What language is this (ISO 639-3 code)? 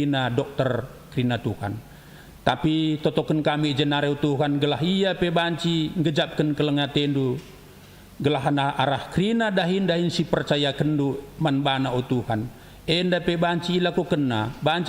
btx